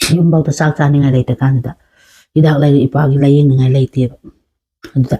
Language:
Manipuri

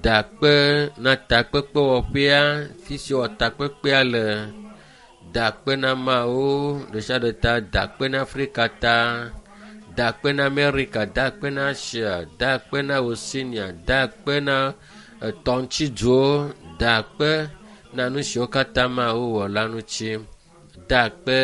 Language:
Ewe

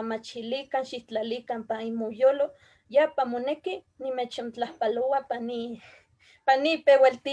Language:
Eastern Huasteca Nahuatl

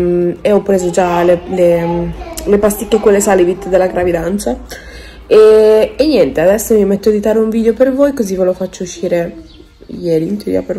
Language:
Italian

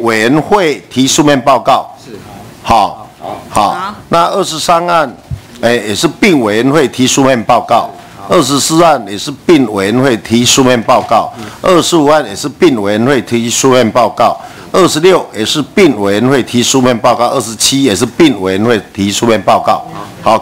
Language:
Chinese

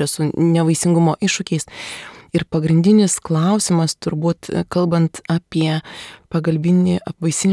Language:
Lithuanian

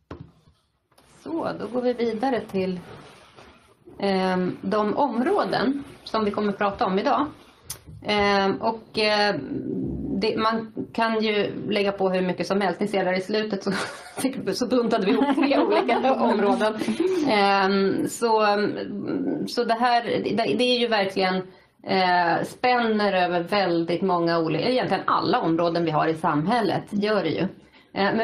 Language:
Swedish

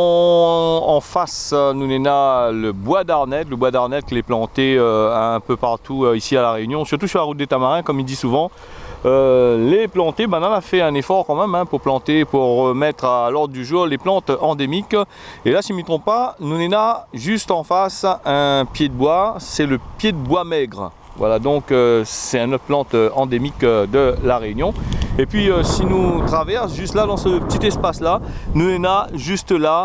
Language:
Réunion Creole French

